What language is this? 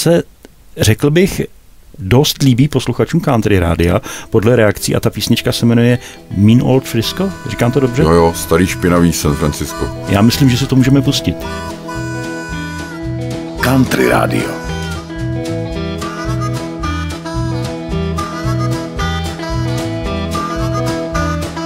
Czech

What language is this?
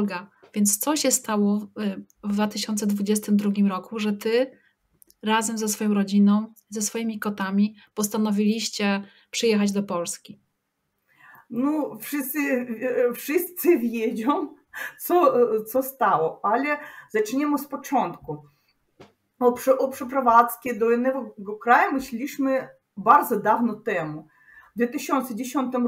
Polish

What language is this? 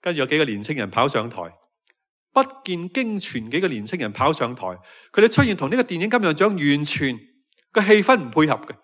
Cantonese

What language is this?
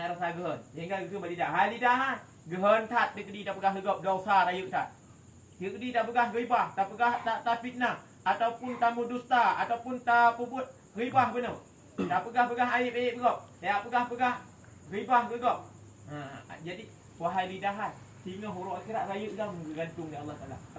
Achinese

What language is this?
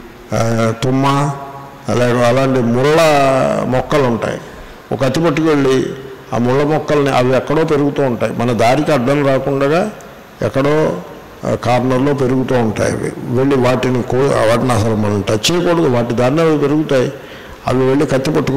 Telugu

